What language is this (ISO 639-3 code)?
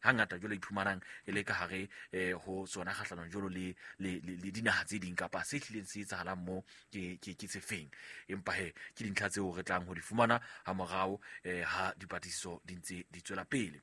sot